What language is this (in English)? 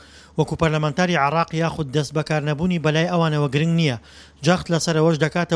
Central Kurdish